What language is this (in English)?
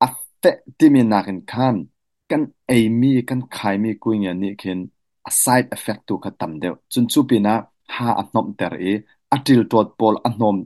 Hakha Chin